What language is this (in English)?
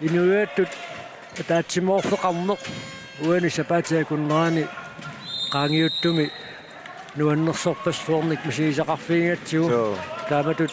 Kalaallisut